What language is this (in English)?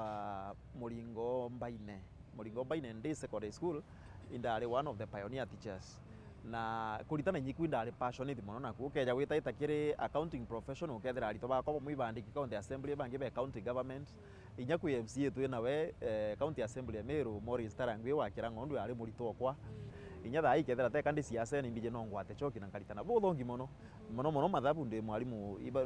Meru